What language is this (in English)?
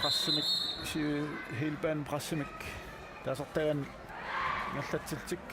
Kalaallisut